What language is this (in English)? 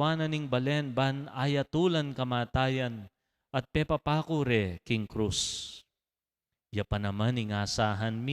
Pampanga